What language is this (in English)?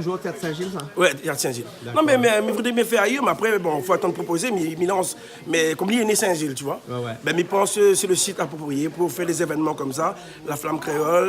Réunion Creole French